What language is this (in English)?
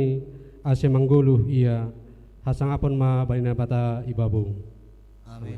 Batak Simalungun